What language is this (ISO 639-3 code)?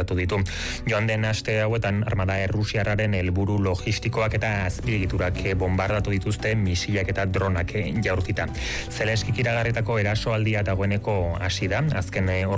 eus